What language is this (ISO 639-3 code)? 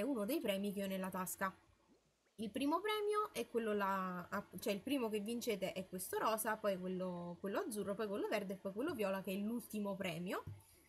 ita